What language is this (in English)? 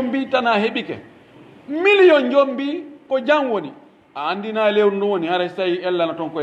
Pular